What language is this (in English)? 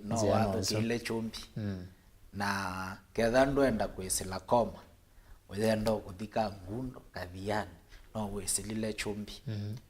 Kamba